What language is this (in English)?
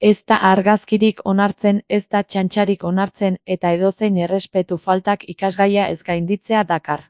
Basque